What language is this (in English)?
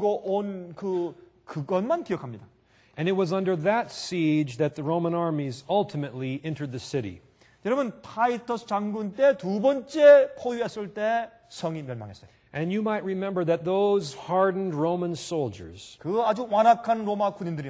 Korean